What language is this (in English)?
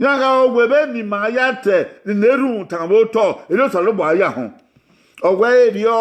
Bini